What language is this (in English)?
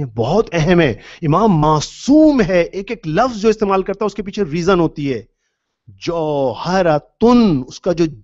Urdu